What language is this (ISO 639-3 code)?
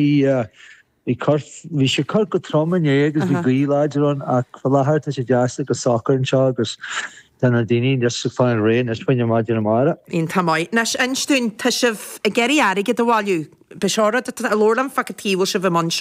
gle